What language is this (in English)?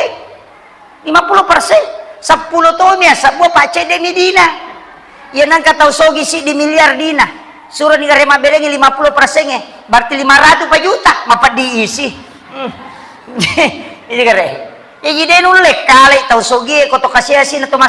Buginese